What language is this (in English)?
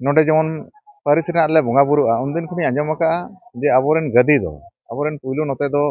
Santali